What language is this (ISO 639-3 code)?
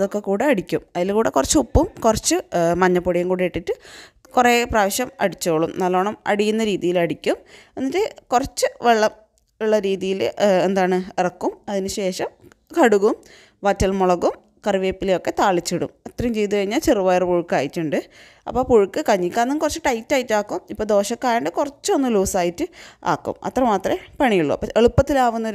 mal